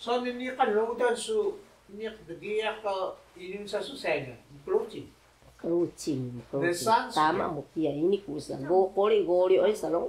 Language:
Taroko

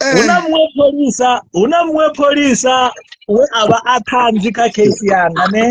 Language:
Venda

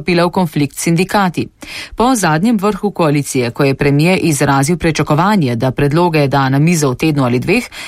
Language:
Slovenian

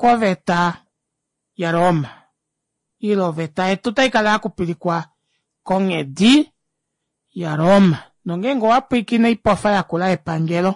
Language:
Kuanyama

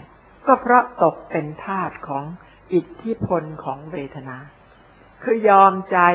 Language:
Thai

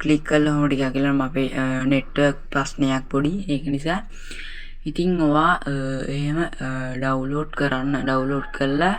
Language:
Sinhala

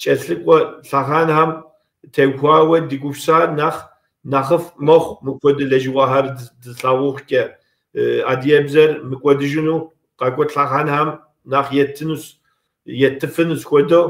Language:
Kabardian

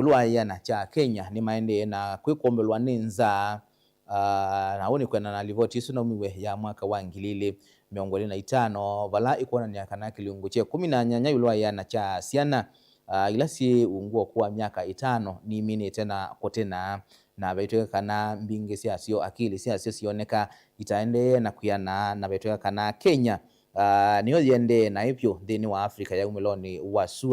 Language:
Kamba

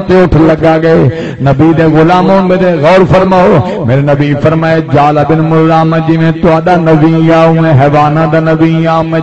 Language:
Saraiki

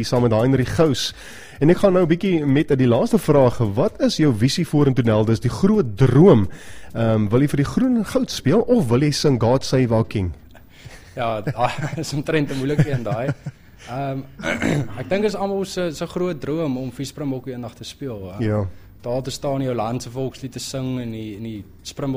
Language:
Afrikaans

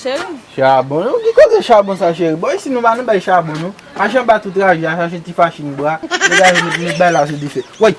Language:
Haitian Creole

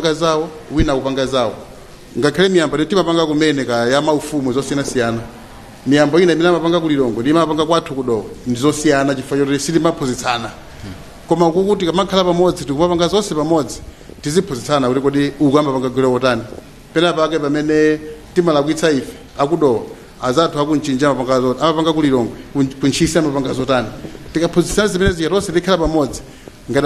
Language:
Nyanja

